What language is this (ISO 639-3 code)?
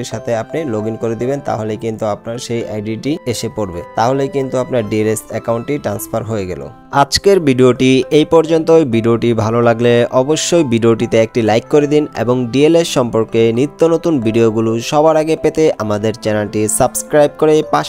ben